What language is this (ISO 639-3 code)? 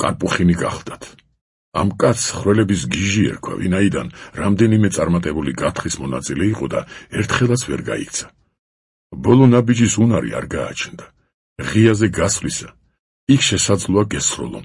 kat